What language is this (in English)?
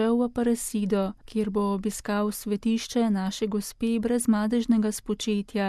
Slovenian